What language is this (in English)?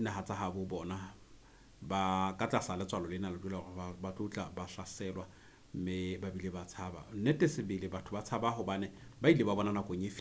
Southern Sotho